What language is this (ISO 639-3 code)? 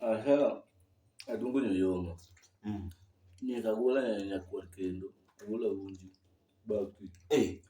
luo